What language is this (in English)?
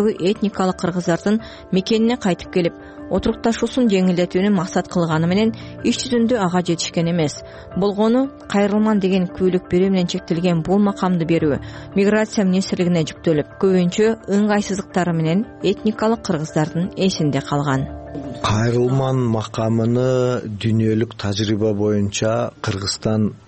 Kyrgyz